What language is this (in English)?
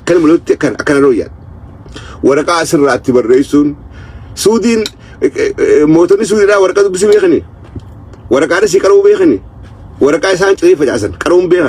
Oromo